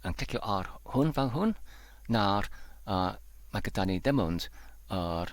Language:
Welsh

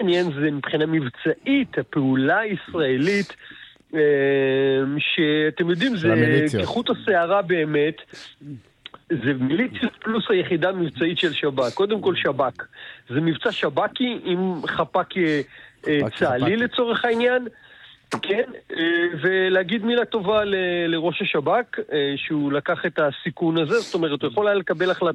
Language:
Hebrew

